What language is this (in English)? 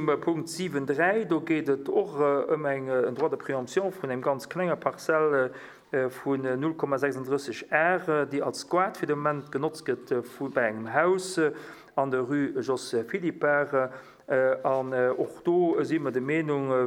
Luxembourgish